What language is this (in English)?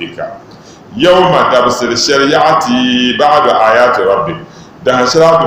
Dagbani